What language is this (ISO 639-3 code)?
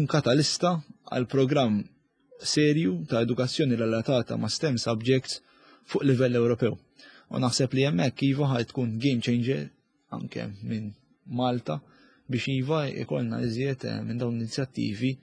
mlt